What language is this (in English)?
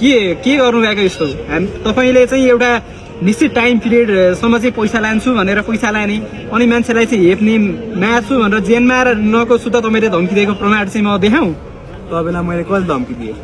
Nepali